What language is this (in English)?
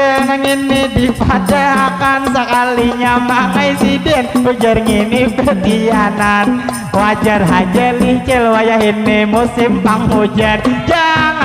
Banjar